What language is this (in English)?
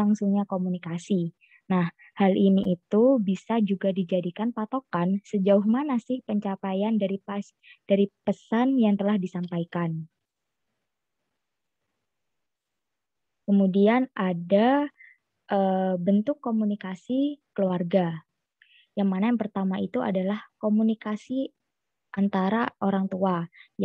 Indonesian